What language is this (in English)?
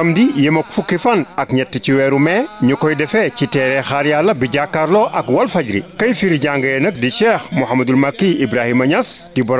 Wolof